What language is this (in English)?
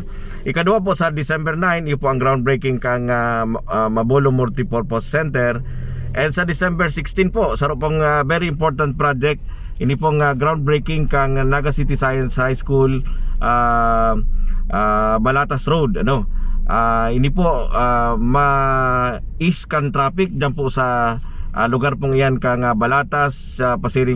Bikol